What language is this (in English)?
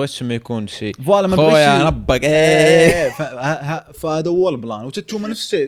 Moroccan Arabic